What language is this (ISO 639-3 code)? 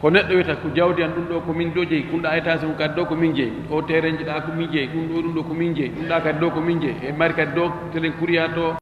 ful